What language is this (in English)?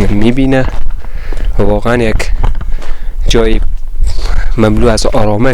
Persian